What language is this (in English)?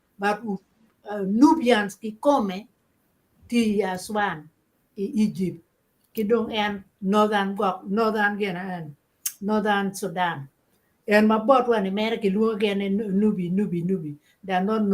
Acoli